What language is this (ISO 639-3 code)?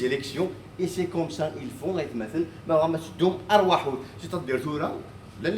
kab